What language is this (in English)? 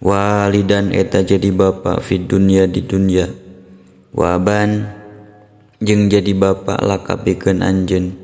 Sundanese